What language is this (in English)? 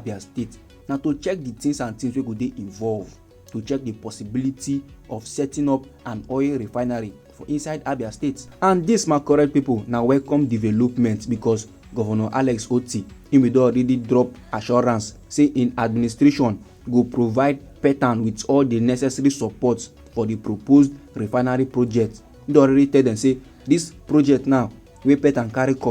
Nigerian Pidgin